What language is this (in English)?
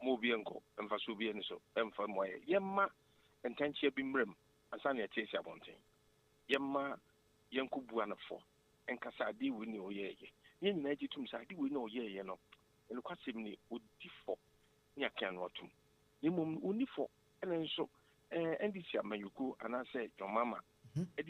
Akan